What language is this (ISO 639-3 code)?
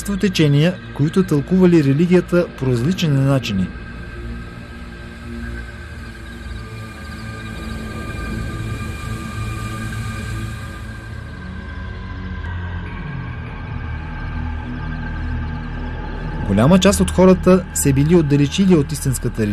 bul